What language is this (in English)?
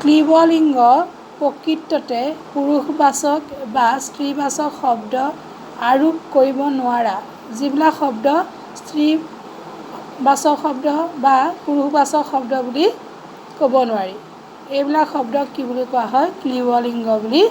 Assamese